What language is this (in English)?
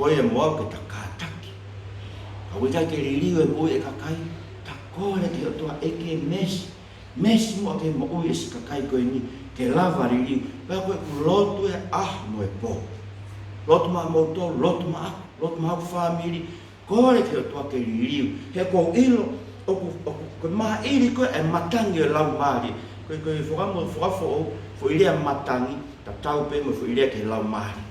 Tongan